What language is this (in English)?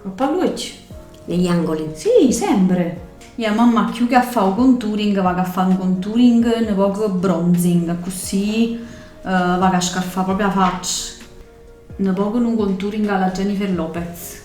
Neapolitan